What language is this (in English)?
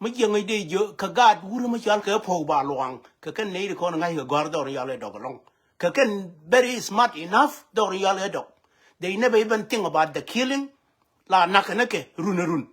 Nuer